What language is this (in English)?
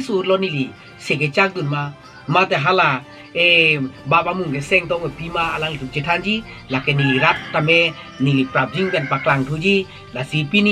Karbi